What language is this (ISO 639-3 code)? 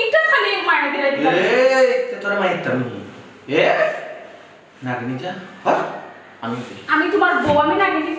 syl